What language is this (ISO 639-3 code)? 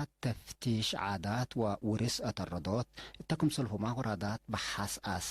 tig